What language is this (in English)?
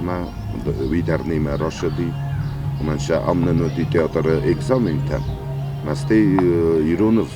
Ossetic